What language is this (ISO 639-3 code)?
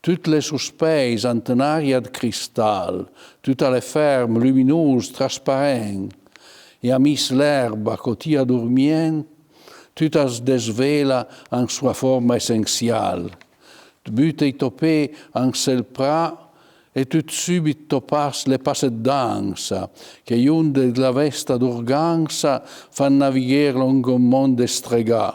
pms